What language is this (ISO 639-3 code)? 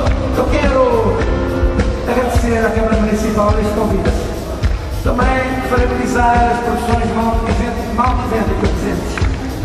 por